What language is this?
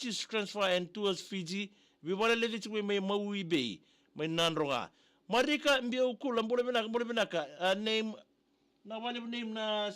Fijian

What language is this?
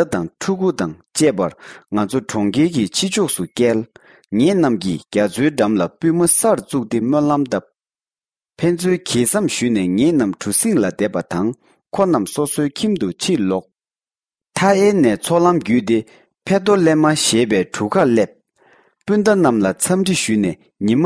Tibetan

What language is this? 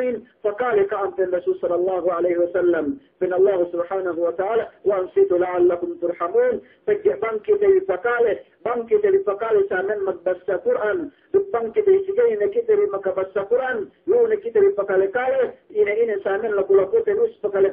Yakan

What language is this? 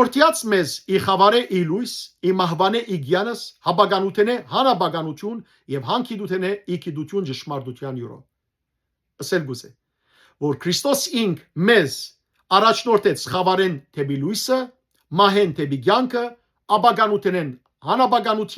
Western Armenian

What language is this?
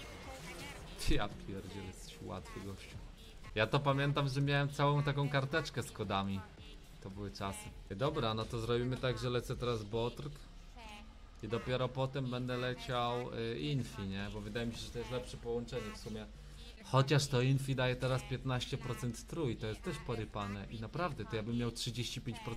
Polish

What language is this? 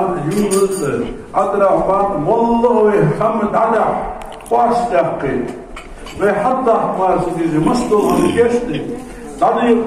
Ingush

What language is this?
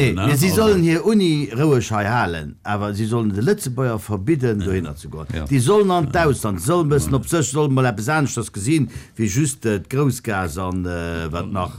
Luxembourgish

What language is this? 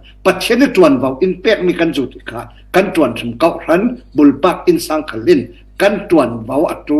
Falam Chin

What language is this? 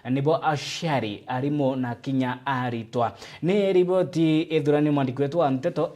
Meru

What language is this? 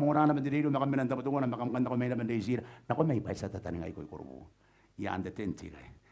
Gilbertese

